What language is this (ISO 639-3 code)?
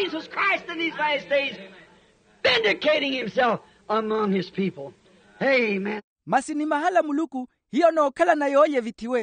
vmw